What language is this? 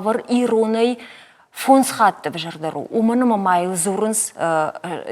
Ossetic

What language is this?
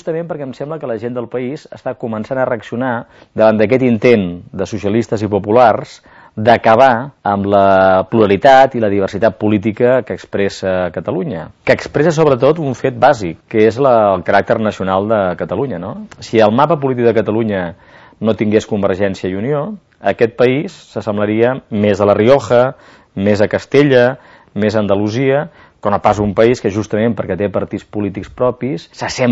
Catalan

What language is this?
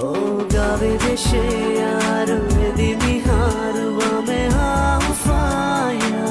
Divehi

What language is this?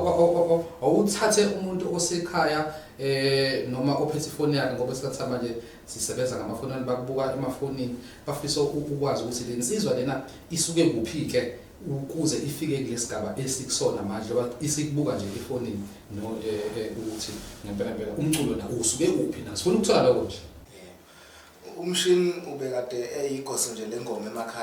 Zulu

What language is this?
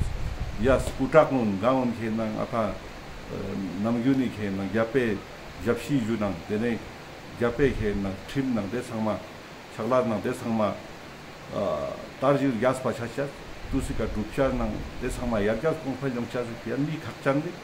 Ladakhi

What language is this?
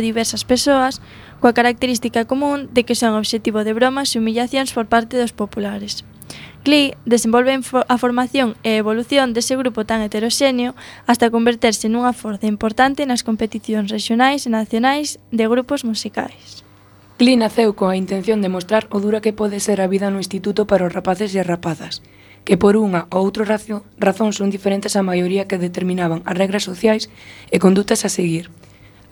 Galician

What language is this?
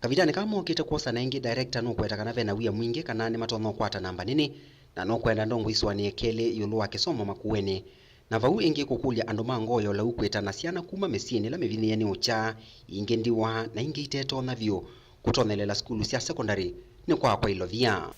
Kamba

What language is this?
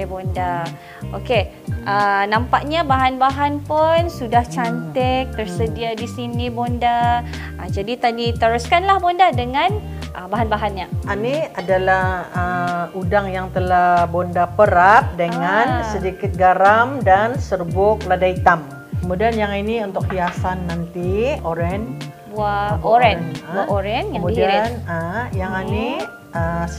Malay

